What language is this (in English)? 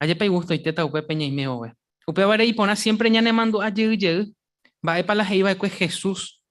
Guarani